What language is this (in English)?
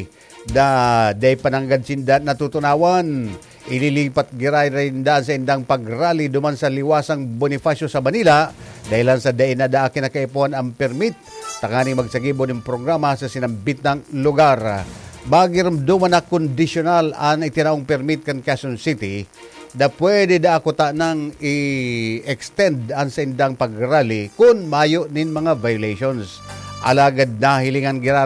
Bikol